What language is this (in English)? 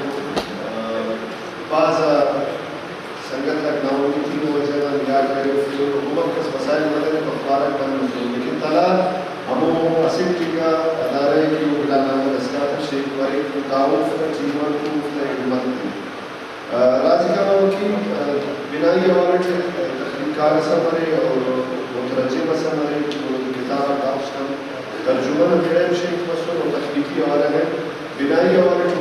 Brahui